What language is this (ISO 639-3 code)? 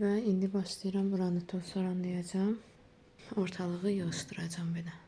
aze